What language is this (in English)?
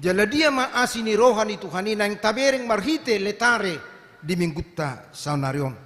Batak Toba